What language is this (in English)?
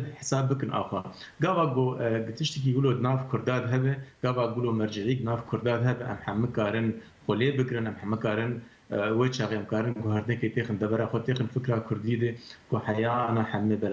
Kurdish